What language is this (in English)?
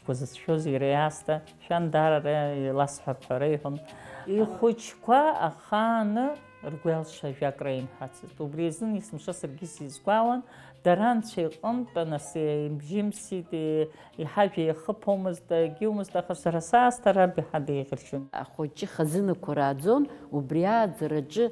Abkhazian